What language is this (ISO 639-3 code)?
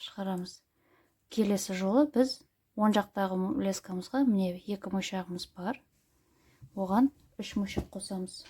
kaz